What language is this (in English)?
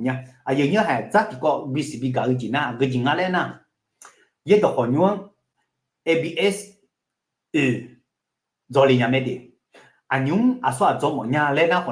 Akha